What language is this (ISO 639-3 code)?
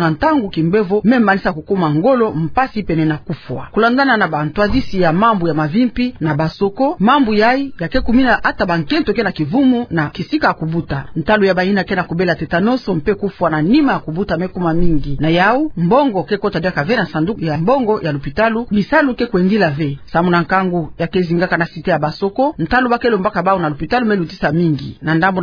ktu